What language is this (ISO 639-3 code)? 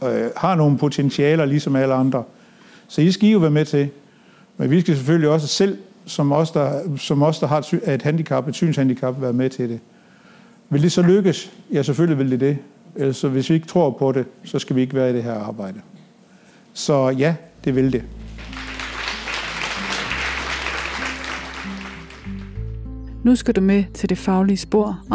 dan